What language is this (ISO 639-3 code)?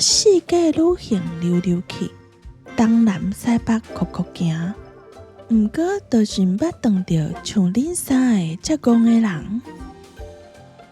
nan